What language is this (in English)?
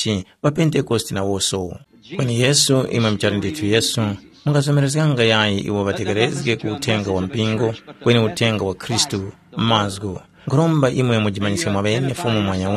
Tumbuka